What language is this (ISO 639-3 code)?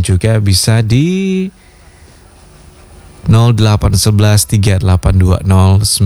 ind